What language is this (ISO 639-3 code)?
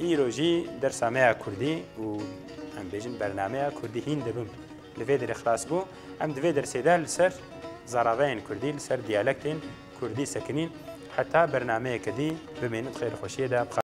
kur